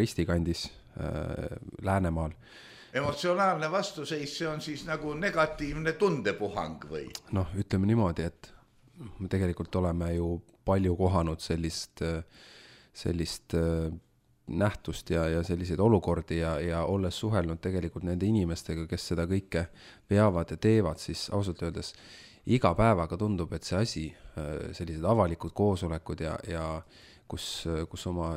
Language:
Estonian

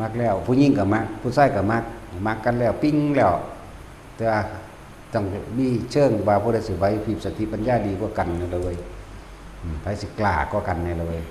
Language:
Northeastern Thai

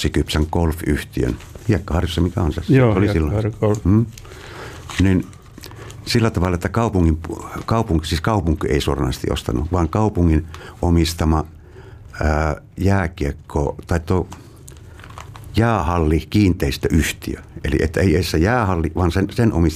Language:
Finnish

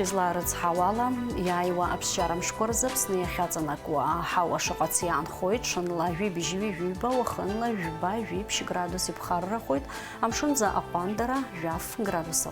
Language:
Abkhazian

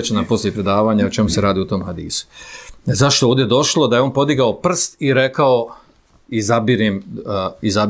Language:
Bosnian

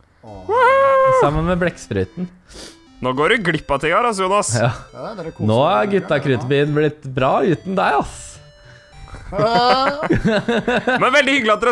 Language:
Norwegian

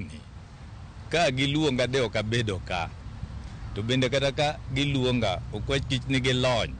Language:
Luo (Kenya and Tanzania)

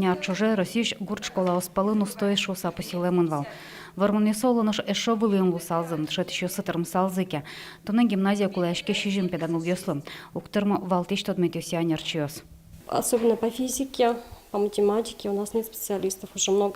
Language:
Udmurt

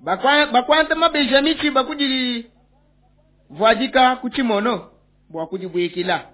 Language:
Luba-Lulua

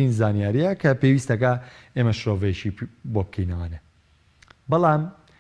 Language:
Central Kurdish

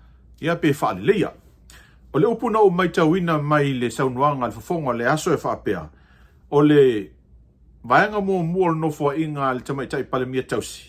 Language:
Samoan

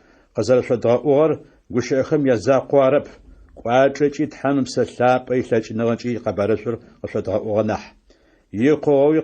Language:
Adyghe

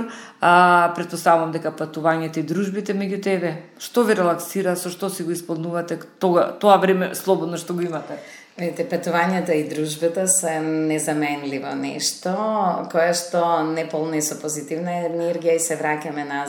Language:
Macedonian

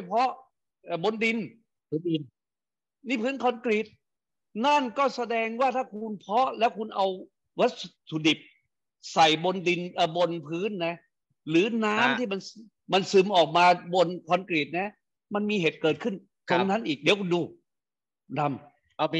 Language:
Thai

